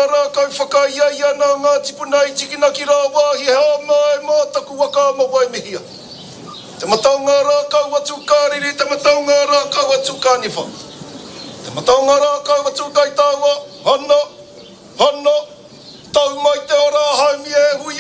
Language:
Māori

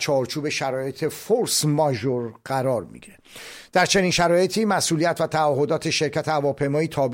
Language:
Persian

